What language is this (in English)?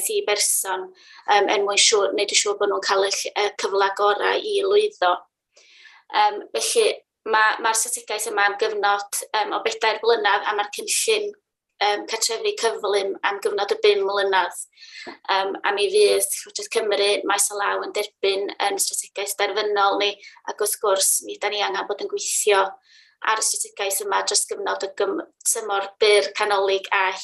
Welsh